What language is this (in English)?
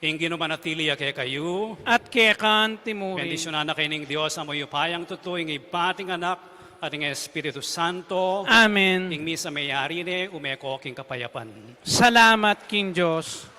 Pampanga